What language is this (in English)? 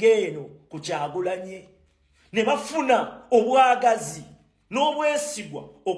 Ganda